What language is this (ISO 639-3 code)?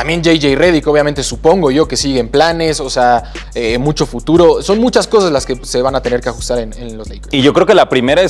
spa